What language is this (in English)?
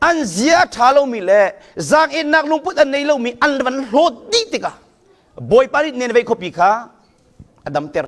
Hakha Chin